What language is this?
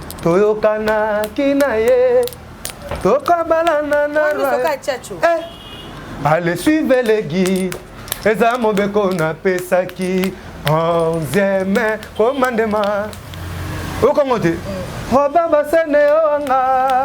Lingala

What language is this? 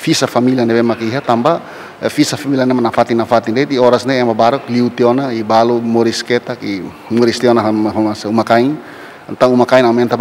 Tetum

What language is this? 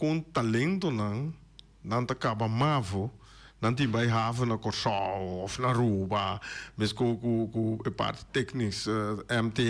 Papiamento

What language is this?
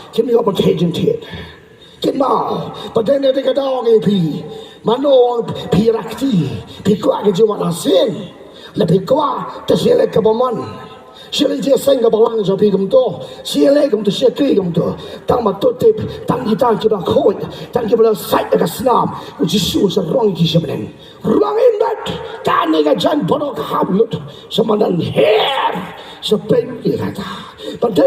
Khasi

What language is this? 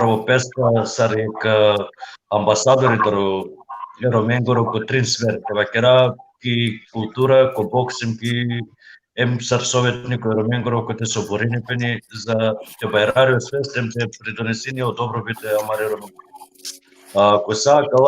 Balkan Romani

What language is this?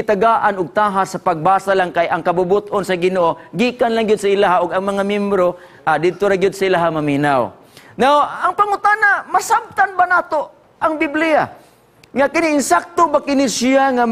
Cebuano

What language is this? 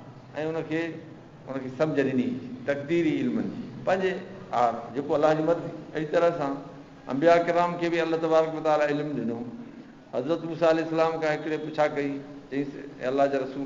Sindhi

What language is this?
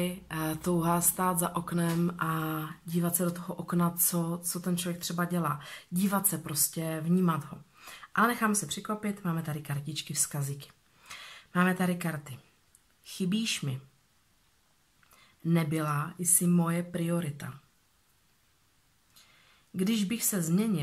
Czech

